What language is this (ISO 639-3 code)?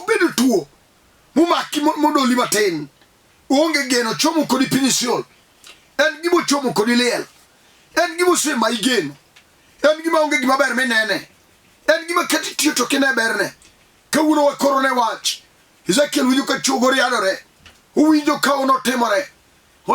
luo